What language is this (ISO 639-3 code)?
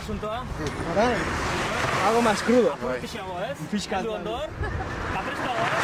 eus